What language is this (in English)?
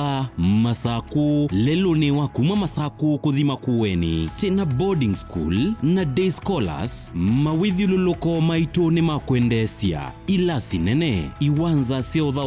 Kamba